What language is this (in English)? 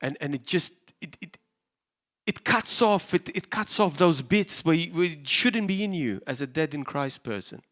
English